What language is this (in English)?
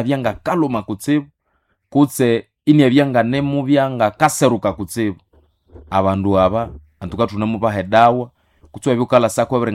Nande